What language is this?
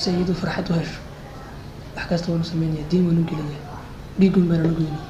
Somali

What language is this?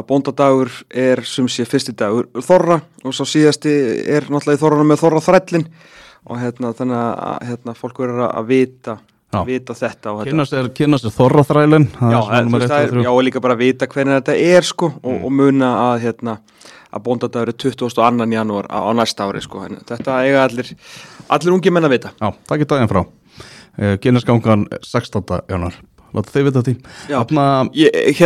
Icelandic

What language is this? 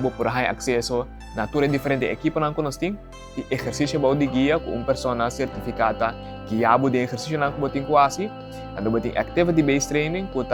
Papiamento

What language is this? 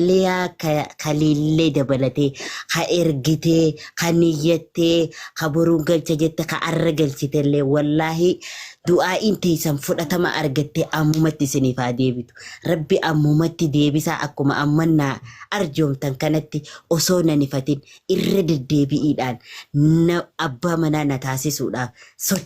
Oromo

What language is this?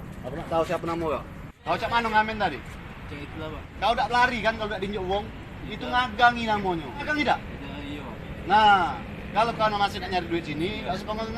Musi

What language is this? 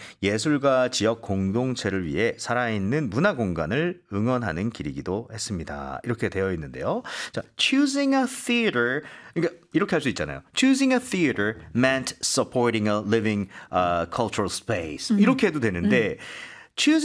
Korean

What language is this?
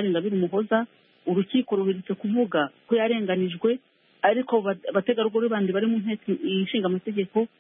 Kinyarwanda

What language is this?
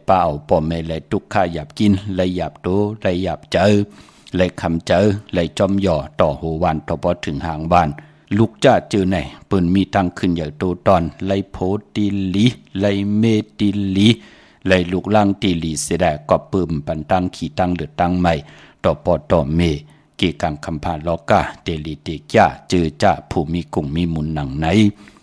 Shan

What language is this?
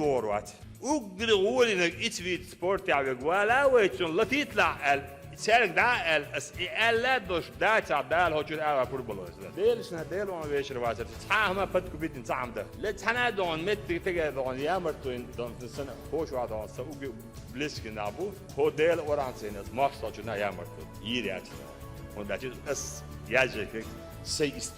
Chechen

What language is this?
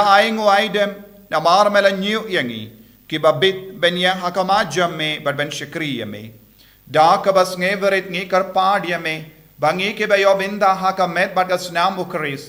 Khasi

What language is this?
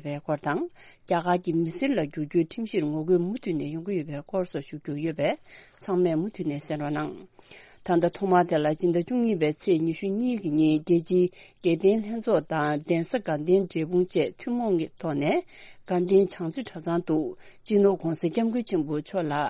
Tibetan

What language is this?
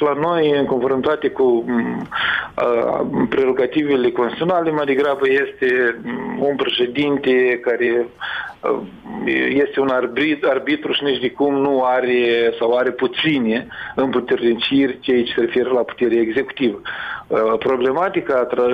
Romanian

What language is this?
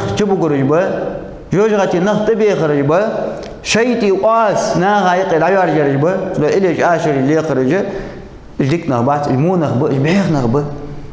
Ingush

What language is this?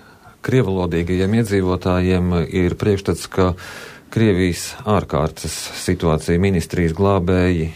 Latvian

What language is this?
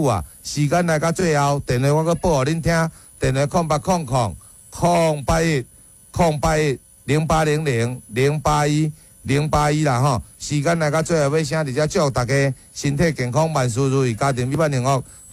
Min Nan Chinese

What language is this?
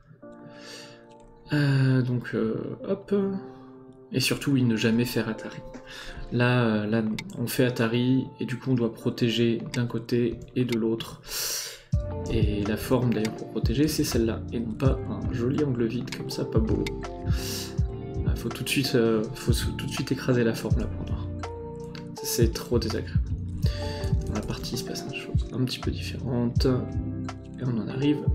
French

